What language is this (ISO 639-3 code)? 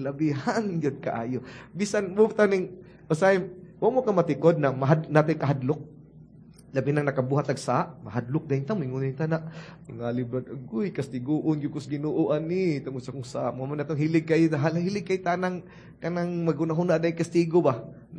ceb